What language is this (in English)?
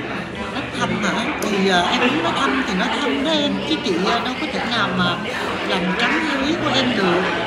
Vietnamese